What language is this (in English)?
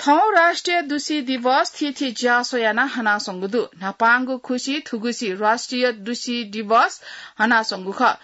Newari